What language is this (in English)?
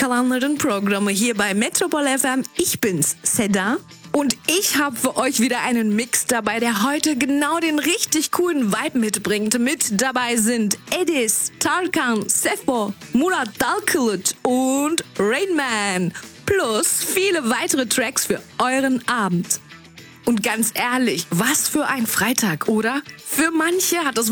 German